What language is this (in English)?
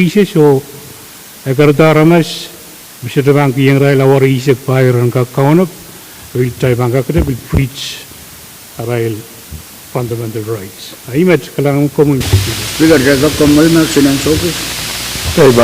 Pohnpeian